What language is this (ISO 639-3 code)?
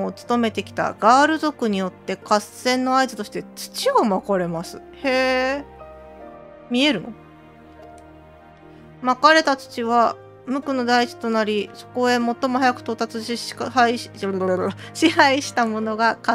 jpn